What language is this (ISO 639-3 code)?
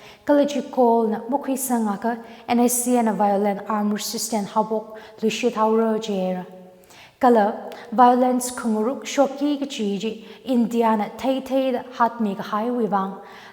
nmf